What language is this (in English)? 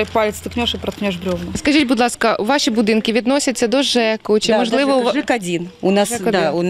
Ukrainian